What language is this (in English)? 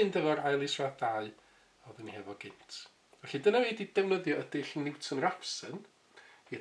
Welsh